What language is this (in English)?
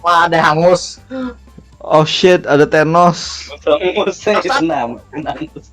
Banjar